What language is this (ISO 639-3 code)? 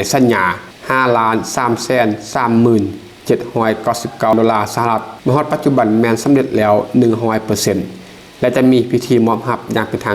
lao